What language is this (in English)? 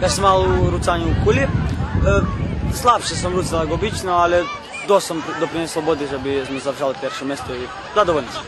Rusyn